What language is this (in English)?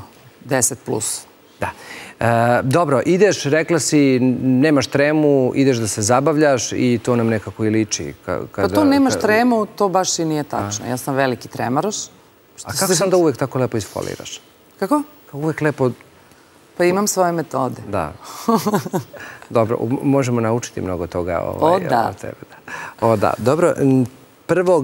Serbian